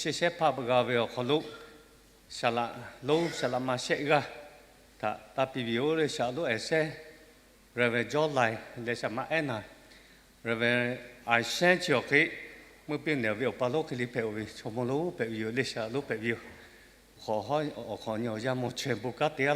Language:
Lahu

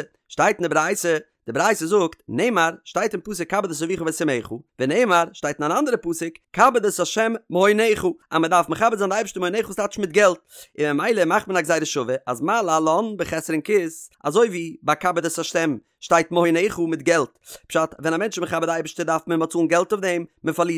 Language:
Yiddish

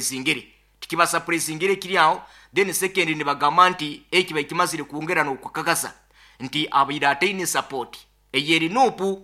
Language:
Nyankole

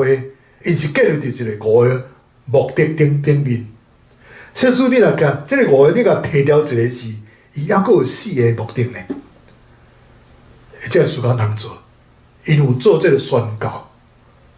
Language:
Min Nan Chinese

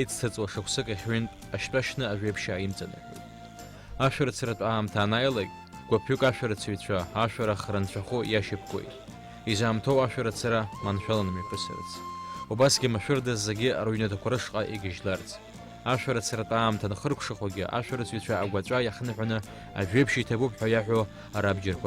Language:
Abkhazian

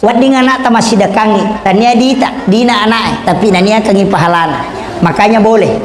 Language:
Buginese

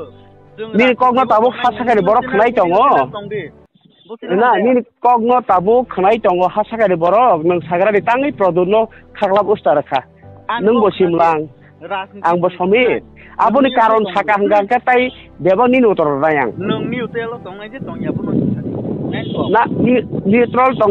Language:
Kok Borok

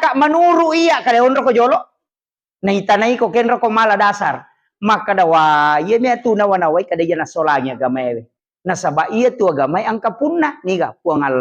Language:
Buginese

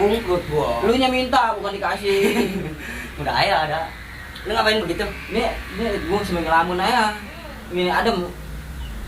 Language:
Betawi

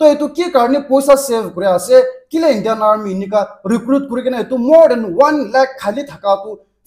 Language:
Naga Pidgin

